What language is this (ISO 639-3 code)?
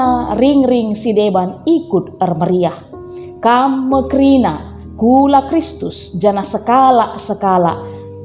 btx